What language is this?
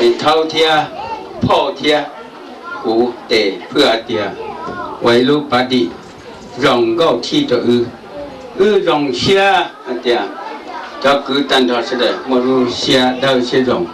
Hmong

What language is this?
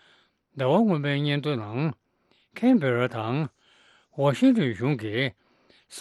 Tibetan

